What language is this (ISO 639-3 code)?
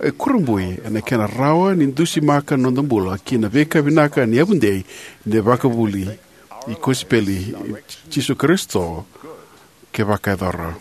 fij